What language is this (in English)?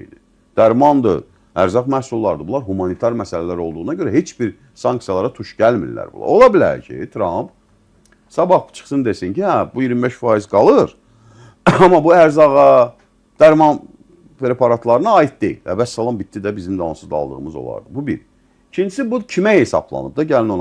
Azerbaijani